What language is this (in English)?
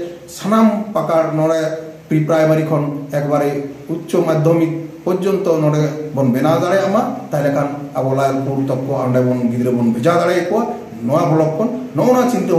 Santali